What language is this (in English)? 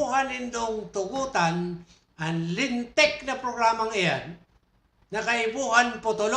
Bikol